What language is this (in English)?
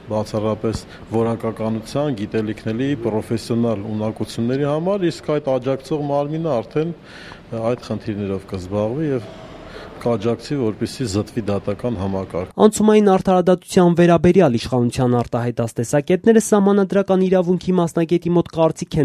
Armenian